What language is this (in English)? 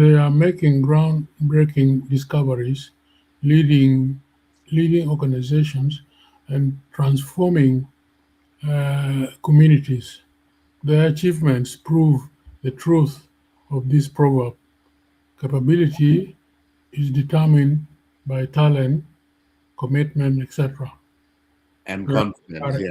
Acoli